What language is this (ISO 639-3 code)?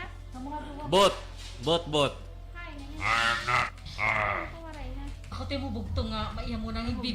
war